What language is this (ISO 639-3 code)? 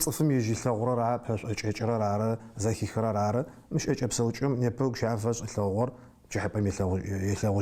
ady